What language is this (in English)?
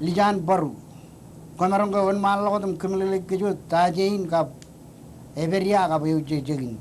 Marshallese